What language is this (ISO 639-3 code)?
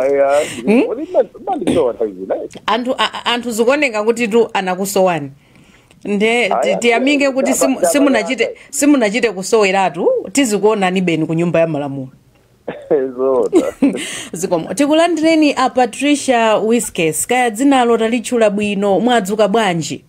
nya